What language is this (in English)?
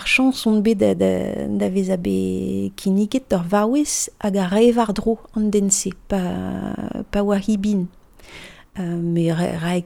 Breton